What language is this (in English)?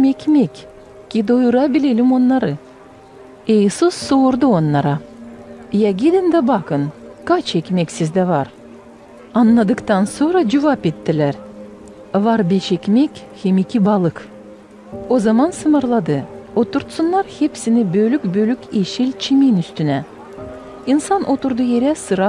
Gagauz